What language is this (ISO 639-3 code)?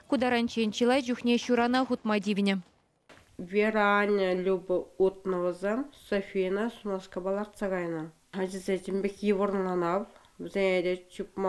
chv